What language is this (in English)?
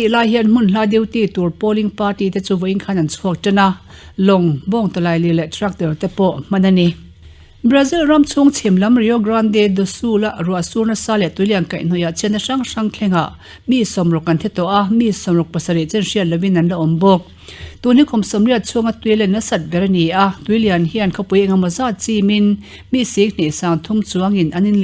Mizo